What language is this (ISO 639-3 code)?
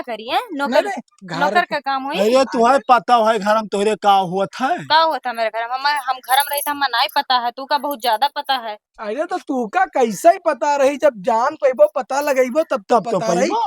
awa